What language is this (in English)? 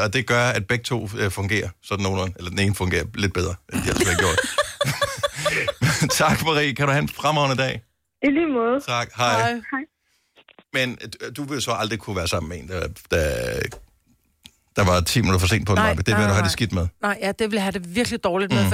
Danish